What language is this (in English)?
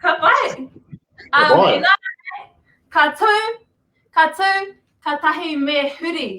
Māori